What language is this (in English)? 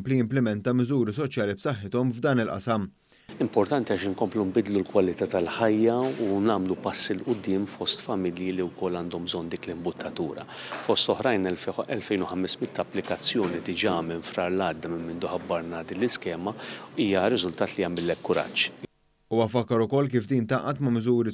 Maltese